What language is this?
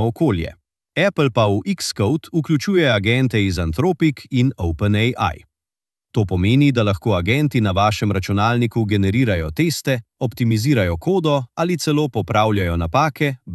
Slovenian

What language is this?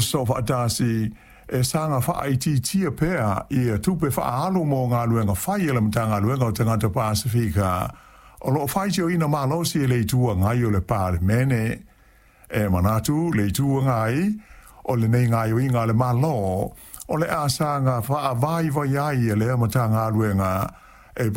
Samoan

